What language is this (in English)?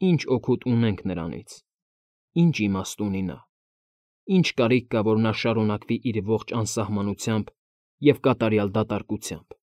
Armenian